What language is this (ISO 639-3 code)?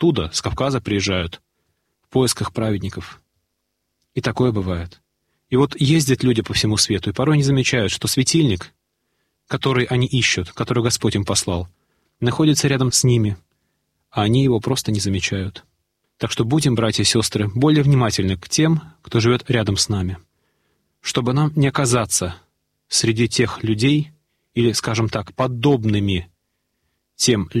rus